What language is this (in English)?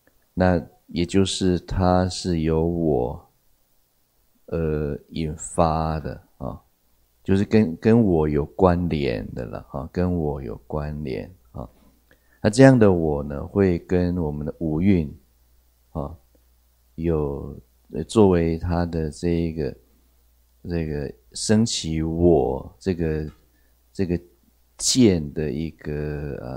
Chinese